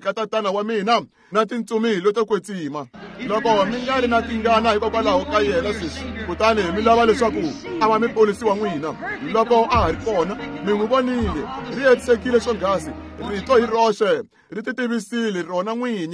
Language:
Tsonga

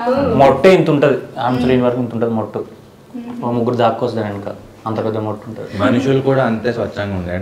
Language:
Telugu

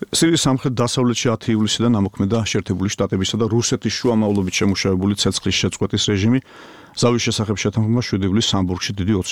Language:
Georgian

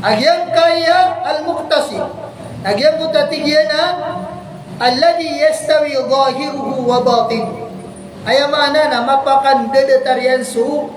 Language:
Maranao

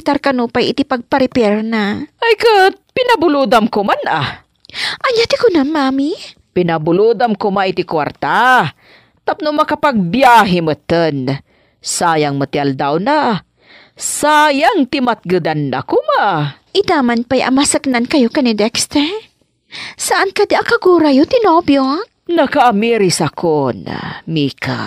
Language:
Iloko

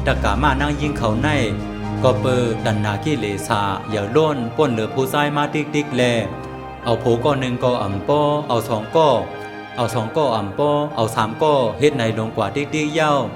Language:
Shan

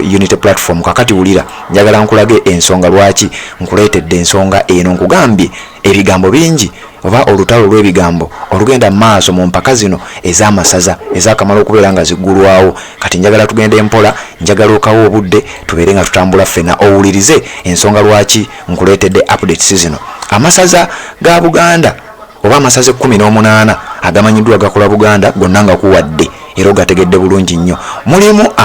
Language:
Ganda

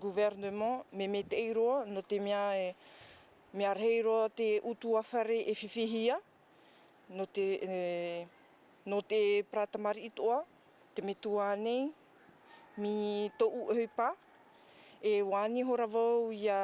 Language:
Tahitian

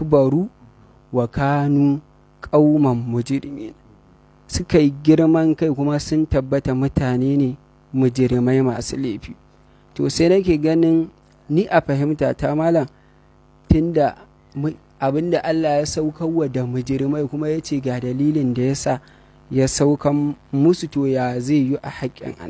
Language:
Hausa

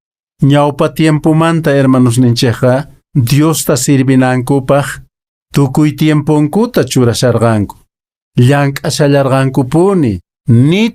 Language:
Quechua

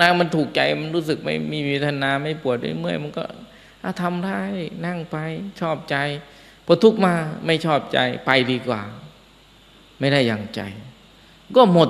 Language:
Thai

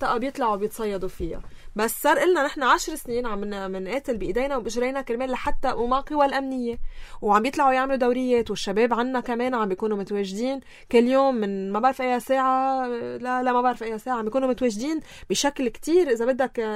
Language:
North Levantine Arabic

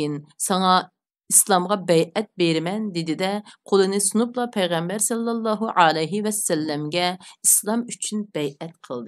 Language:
Uyghur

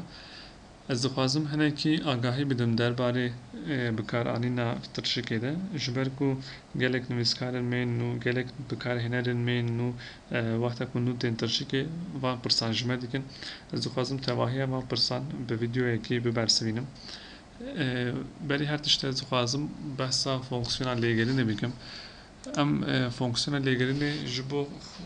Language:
Kurdish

